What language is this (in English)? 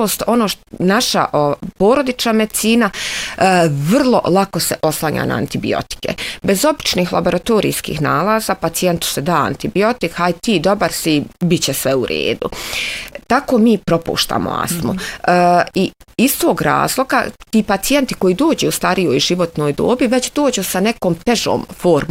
Bosnian